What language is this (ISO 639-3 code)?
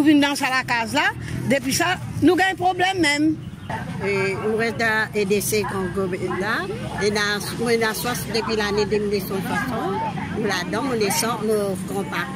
mfe